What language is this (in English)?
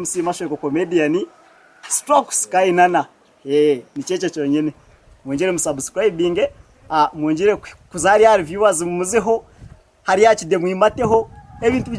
Nyankole